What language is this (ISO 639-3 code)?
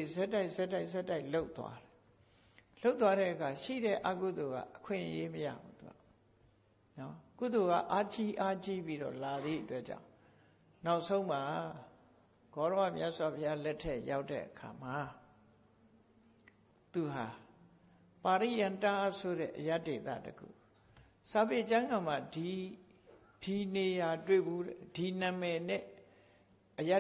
mya